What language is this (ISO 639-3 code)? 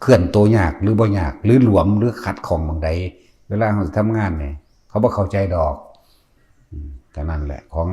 tts